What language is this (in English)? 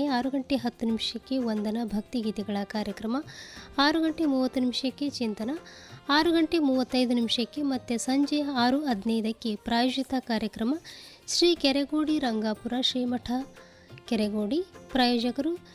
Kannada